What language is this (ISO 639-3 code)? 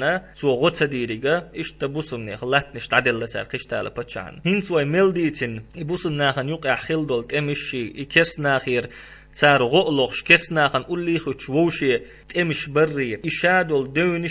che